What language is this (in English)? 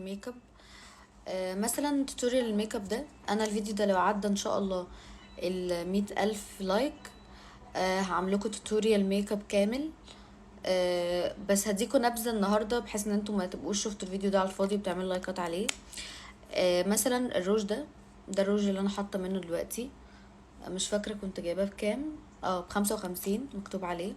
Egyptian Arabic